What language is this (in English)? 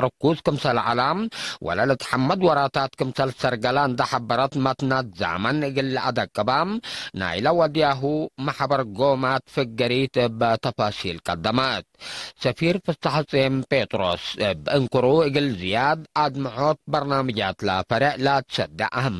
Tigre